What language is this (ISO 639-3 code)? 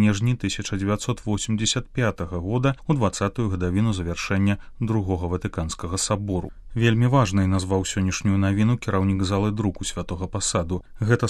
bel